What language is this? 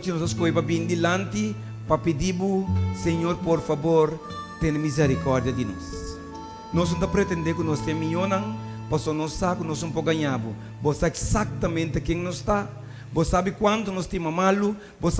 Papiamento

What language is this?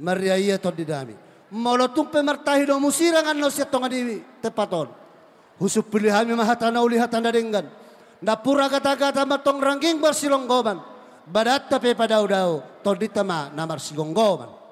Batak Toba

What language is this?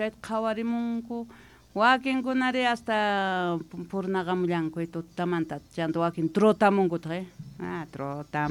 South Bolivian Quechua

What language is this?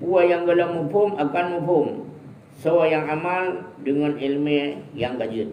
Achinese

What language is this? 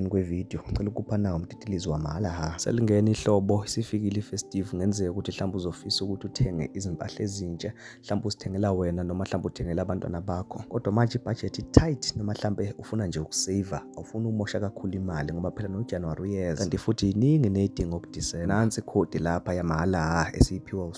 Zulu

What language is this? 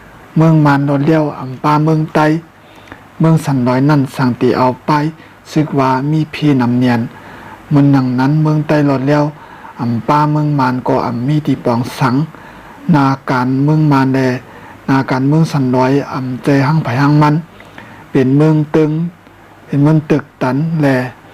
Shan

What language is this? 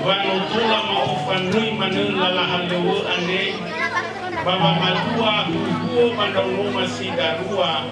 Nias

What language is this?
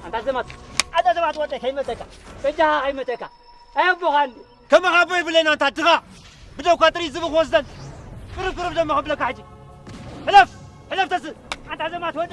Tigrinya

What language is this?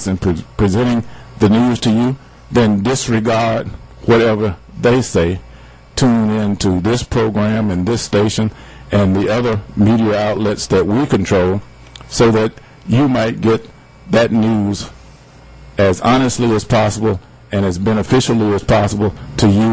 English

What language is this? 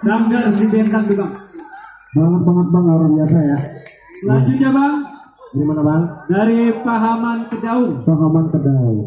Betawi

